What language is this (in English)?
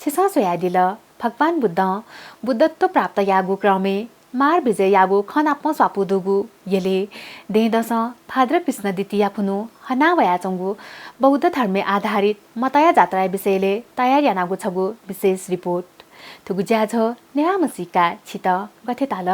Newari